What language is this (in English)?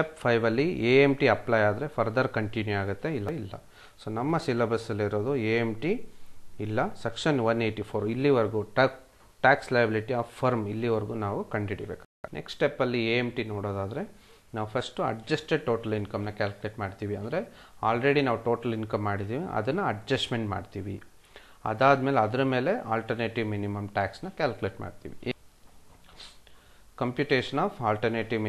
Kannada